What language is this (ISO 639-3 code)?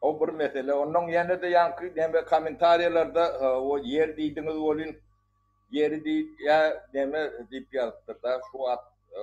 tuk